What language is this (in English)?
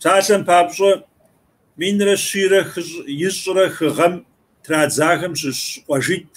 Kabardian